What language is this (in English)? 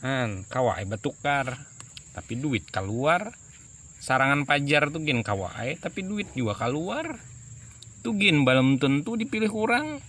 Banjar